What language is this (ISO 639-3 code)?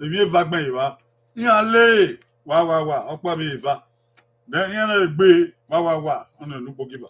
bin